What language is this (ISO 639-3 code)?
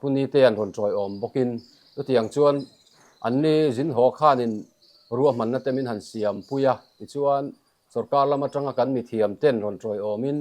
lus